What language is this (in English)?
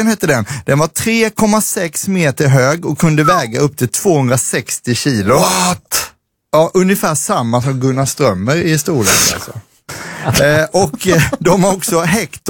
Swedish